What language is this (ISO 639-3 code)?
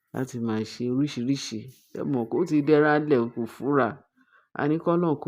yor